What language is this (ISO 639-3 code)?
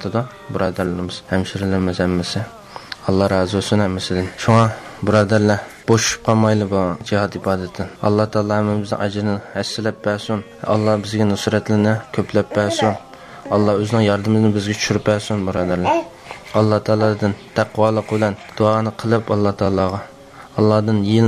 uig